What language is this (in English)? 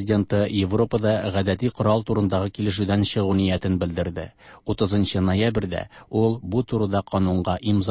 Tatar